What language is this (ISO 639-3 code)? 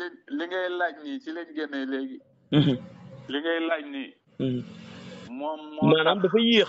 wol